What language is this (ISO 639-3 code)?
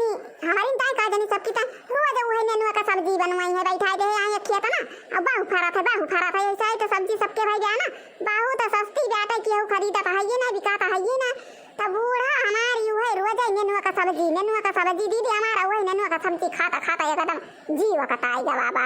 awa